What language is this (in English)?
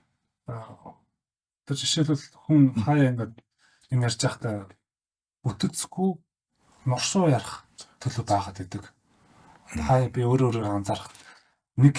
Mongolian